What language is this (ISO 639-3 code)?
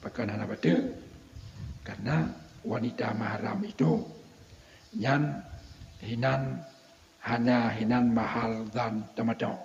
ace